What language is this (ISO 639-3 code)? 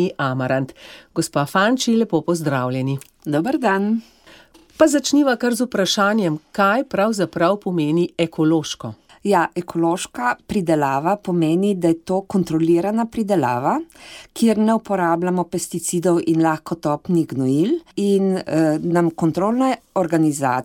slv